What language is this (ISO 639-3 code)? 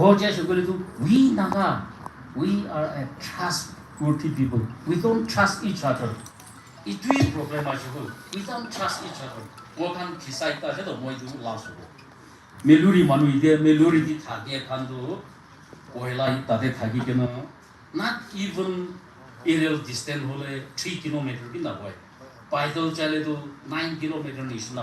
nag